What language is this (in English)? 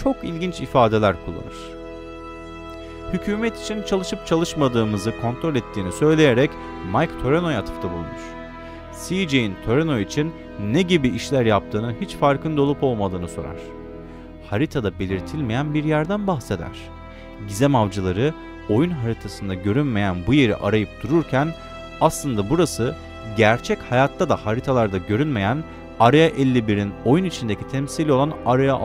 Turkish